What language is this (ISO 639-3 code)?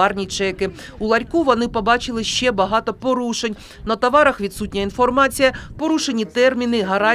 ukr